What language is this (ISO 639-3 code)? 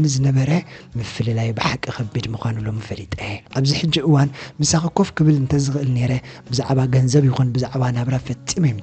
tir